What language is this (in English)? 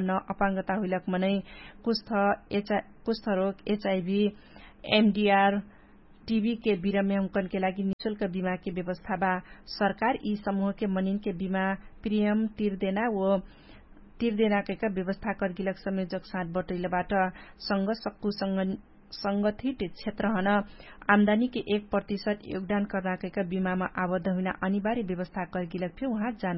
Dangaura Tharu